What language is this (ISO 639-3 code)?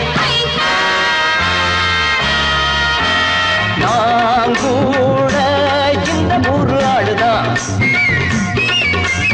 tam